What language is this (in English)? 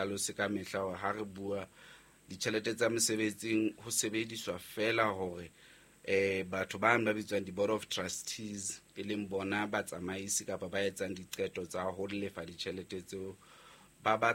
Southern Sotho